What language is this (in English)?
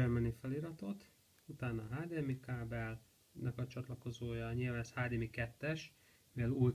Hungarian